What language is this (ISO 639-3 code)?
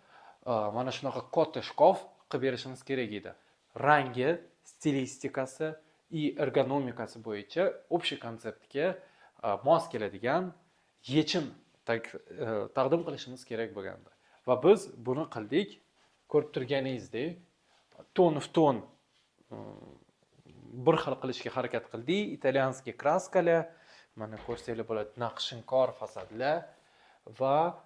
uzb